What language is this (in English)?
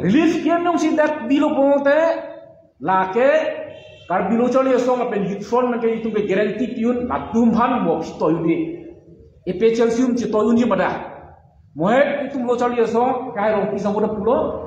Karbi